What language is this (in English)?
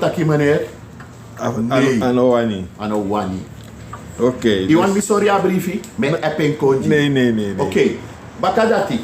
Sranan Tongo